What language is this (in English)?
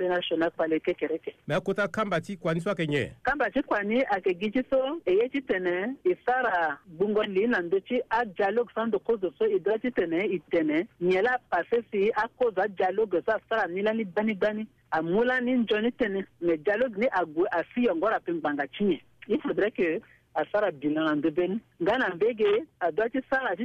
Sango